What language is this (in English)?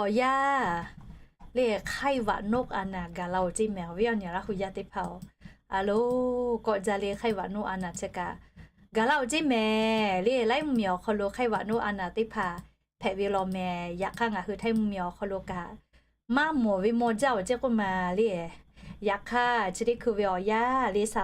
Lahu